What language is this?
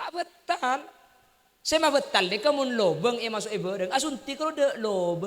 Madurese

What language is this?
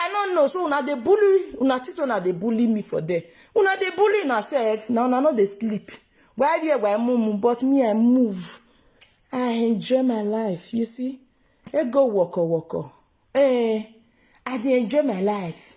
Nigerian Pidgin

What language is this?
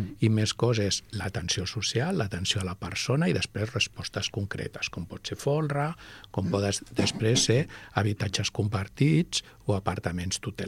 Catalan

